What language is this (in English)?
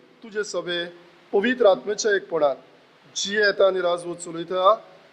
Konkani